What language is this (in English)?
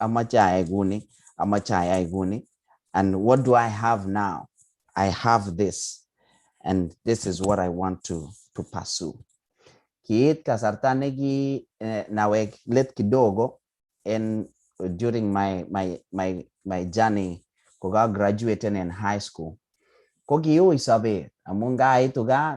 Kalenjin